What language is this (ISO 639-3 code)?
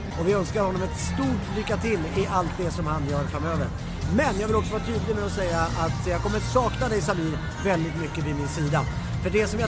swe